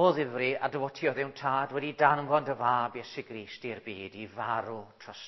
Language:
Welsh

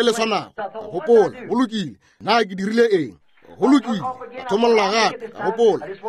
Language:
Northern Sotho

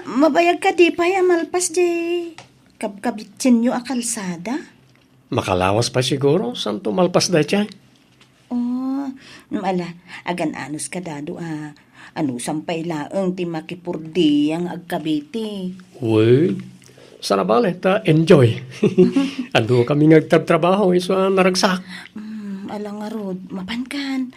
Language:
Iloko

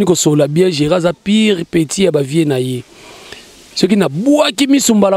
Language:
Lingala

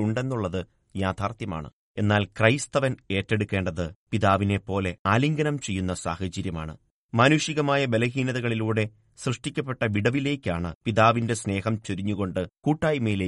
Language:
Malayalam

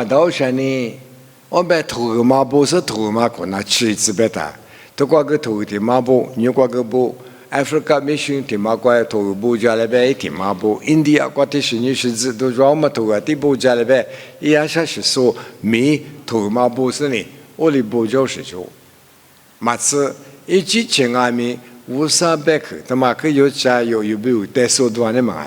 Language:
Lisu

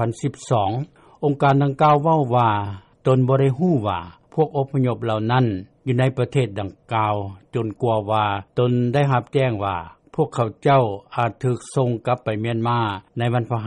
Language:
Lao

